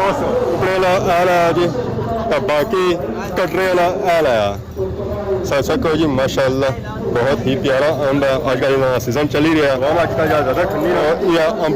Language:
Pahari-Potwari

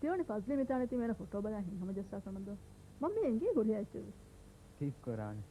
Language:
Divehi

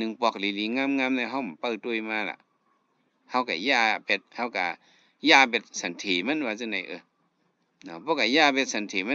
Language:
Shan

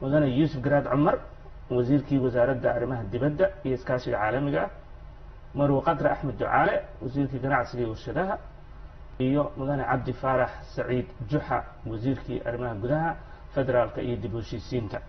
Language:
Somali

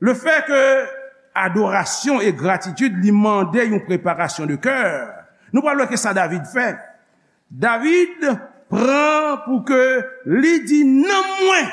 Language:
Haitian Creole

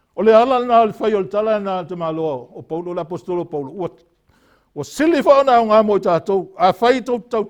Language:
Samoan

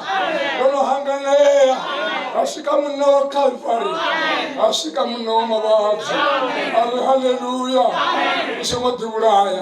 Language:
Venda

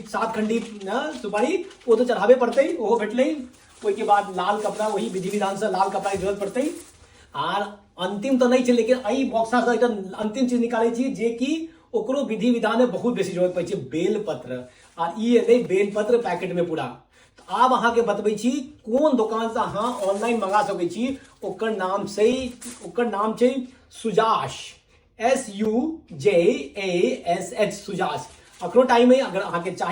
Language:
Maithili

